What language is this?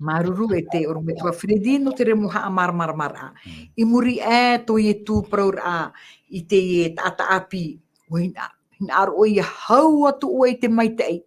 Tahitian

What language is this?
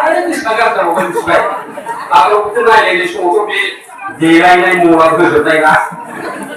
Bodo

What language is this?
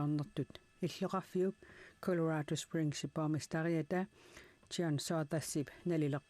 Kalaallisut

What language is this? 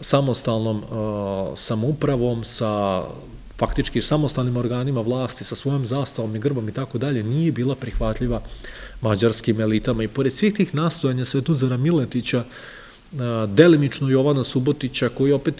Serbian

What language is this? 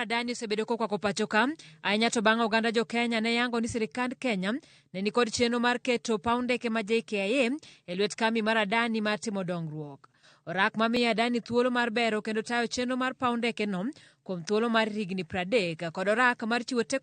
Luo (Kenya and Tanzania)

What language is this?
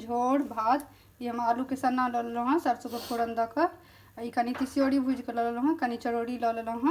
Maithili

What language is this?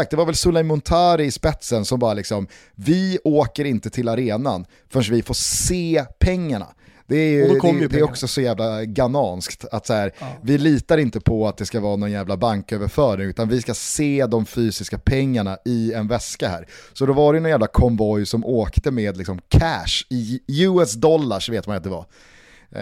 Swedish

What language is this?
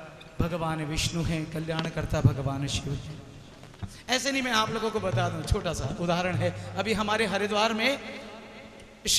Hindi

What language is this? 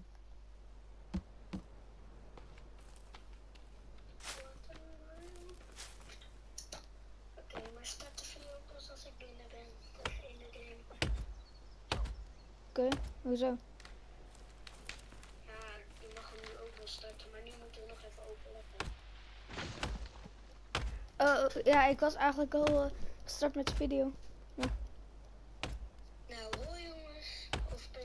Dutch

